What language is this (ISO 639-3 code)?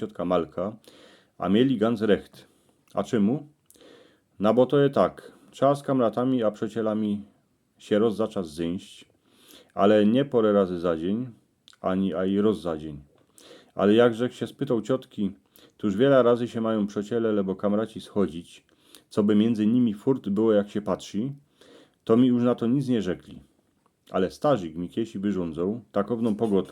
szl